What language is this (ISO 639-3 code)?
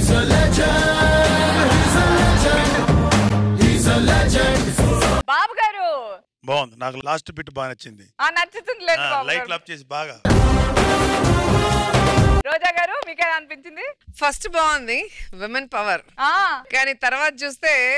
tel